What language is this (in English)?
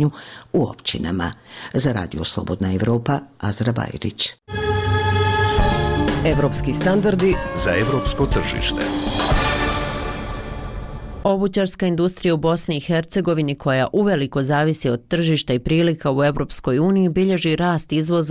Bosnian